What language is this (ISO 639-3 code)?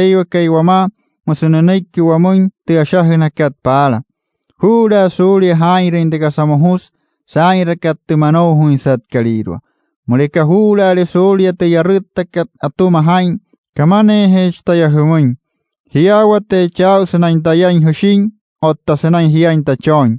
guc